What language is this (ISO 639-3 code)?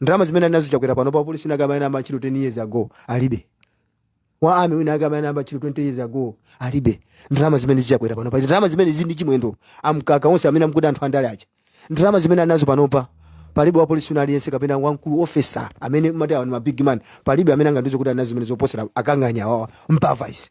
nya